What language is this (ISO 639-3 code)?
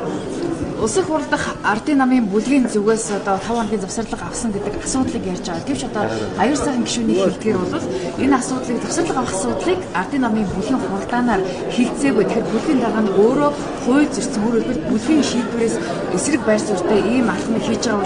mon